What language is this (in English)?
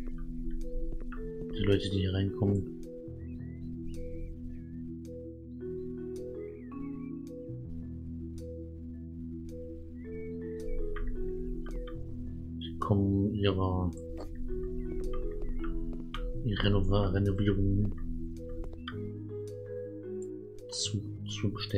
German